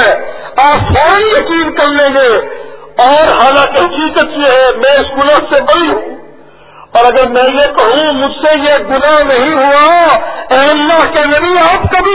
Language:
Urdu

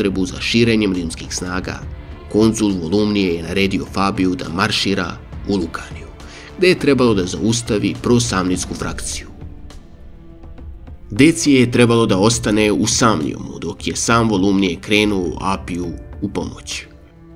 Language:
Serbian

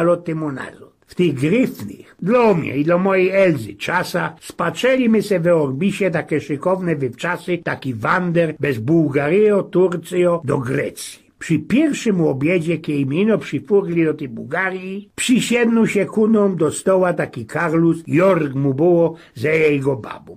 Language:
Silesian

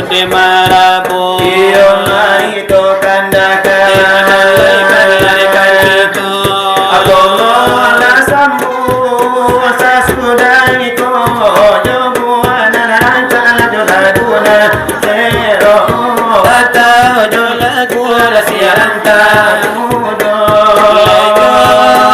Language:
Minangkabau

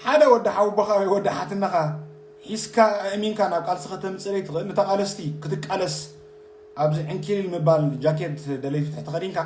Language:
Tigrinya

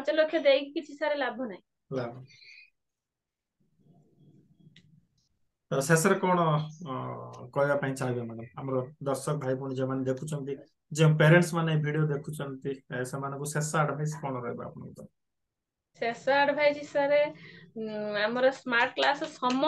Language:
Odia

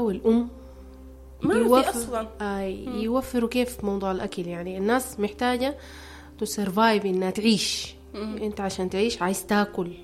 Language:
Sudanese Arabic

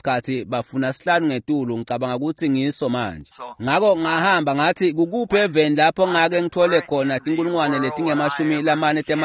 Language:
Swati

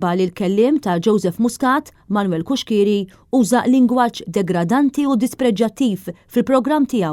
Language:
Maltese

